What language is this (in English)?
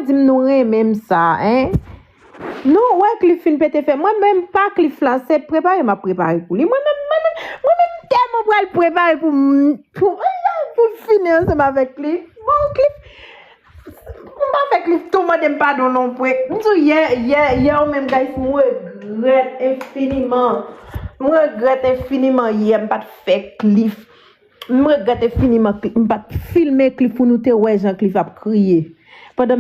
Haitian Creole